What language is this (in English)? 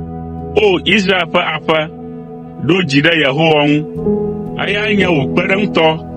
Ewe